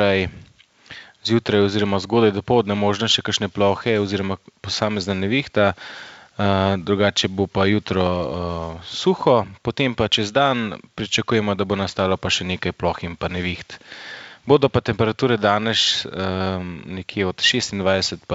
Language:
Slovenian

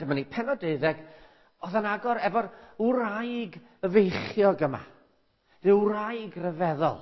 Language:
Welsh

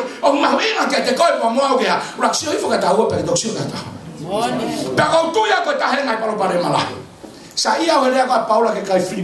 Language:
Tongan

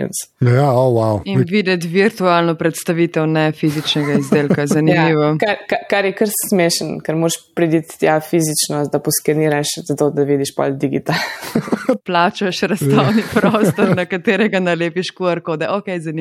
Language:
Slovenian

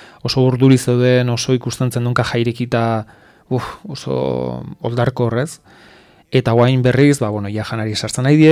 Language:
Basque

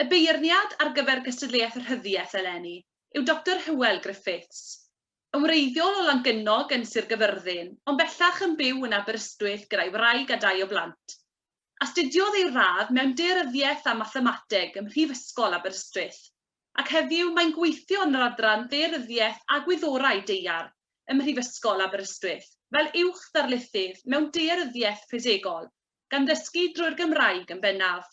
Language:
Welsh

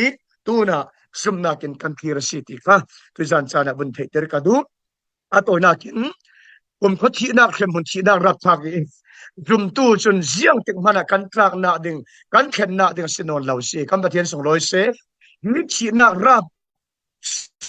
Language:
Falam Chin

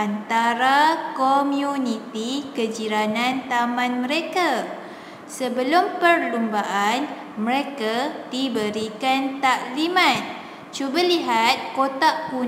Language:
Malay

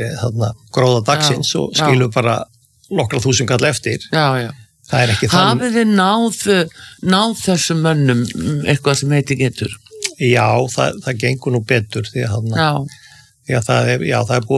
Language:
Icelandic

